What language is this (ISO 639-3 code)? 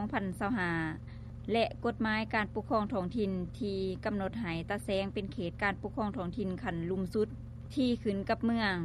lao